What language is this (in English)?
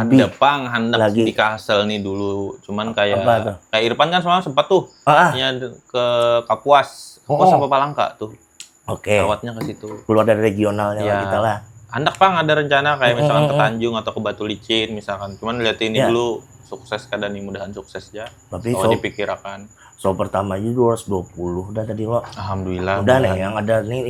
Banjar